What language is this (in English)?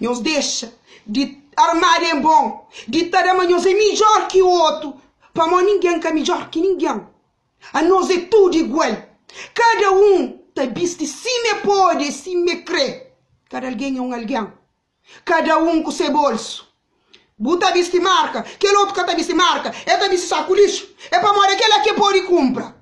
Kabuverdianu